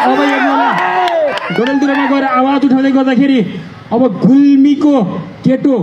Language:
Nepali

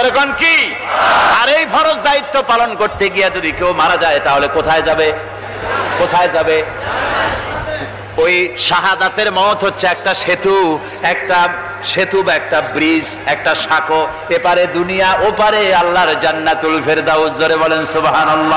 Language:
Bangla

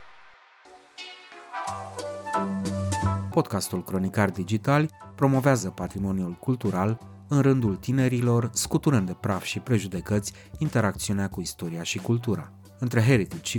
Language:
Romanian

